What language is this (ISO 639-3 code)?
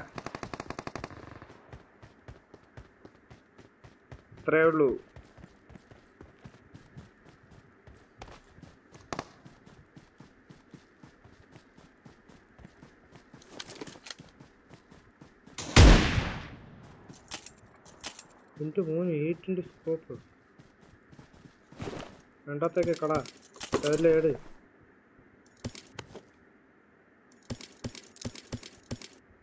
mal